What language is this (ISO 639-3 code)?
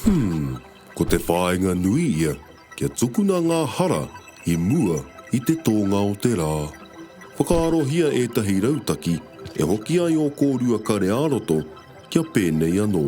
mri